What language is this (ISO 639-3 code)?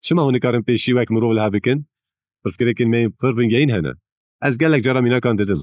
kur